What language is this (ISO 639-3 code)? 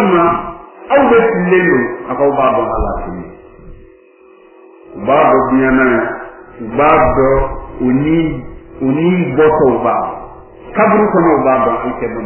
bam